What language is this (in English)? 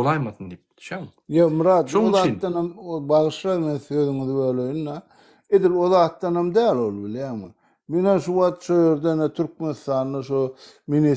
Turkmen